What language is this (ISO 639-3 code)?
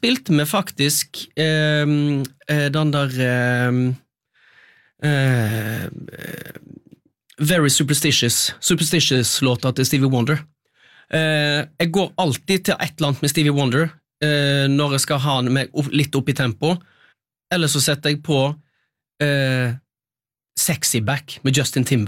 nor